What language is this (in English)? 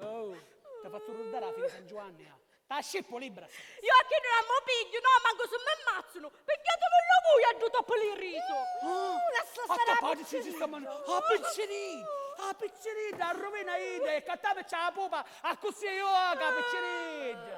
Sicilian